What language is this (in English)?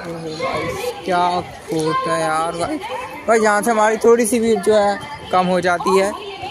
Hindi